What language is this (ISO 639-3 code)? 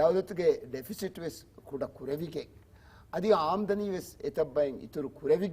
div